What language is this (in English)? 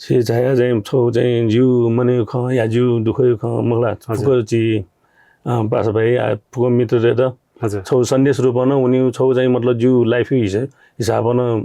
Newari